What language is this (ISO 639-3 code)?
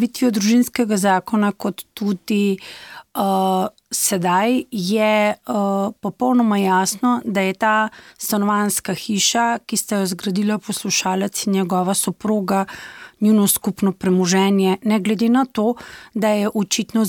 slv